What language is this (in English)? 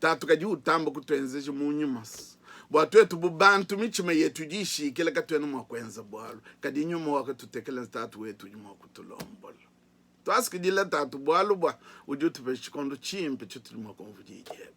Luba-Lulua